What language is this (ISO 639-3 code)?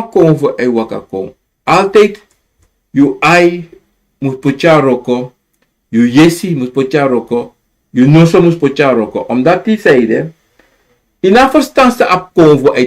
srn